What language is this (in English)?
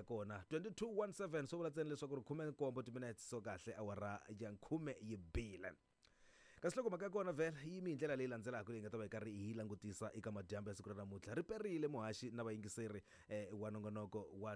Tsonga